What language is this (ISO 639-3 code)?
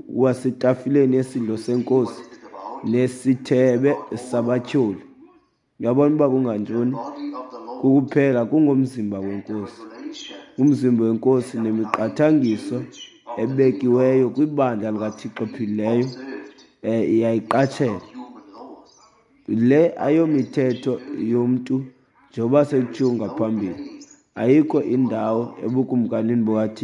xho